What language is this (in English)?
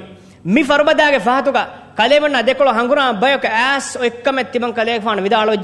Divehi